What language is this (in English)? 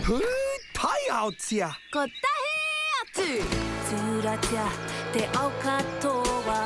Māori